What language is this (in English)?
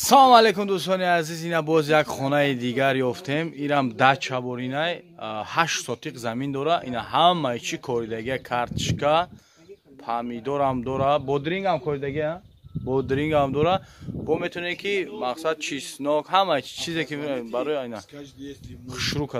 Tajik